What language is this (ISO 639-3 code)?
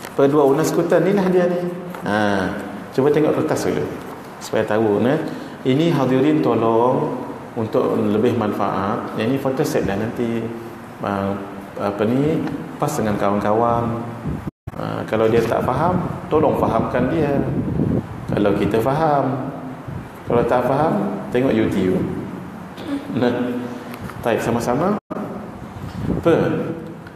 msa